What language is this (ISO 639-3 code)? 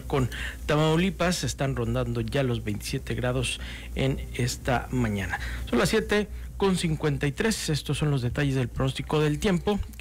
spa